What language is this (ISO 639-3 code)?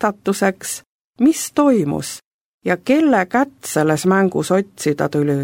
est